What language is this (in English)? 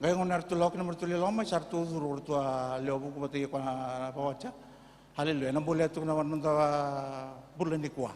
Fijian